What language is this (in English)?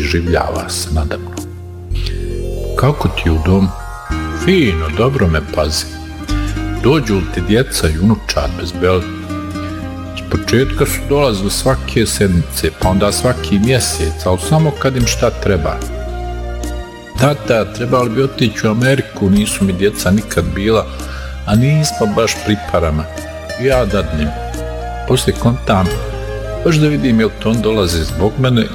Bosnian